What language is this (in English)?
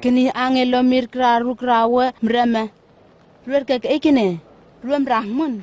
Southwest Tanna